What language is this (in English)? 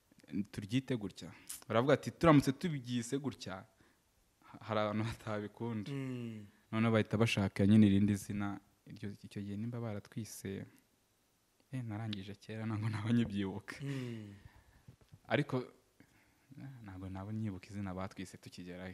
Kinyarwanda